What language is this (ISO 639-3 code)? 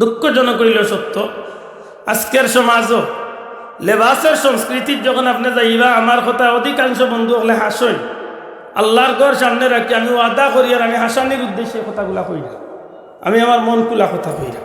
syl